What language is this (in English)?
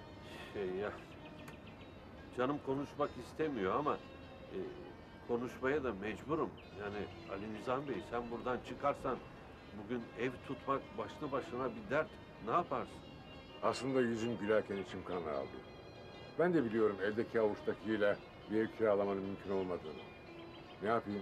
Turkish